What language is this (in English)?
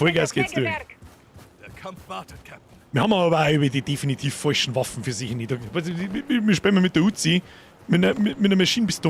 Bavarian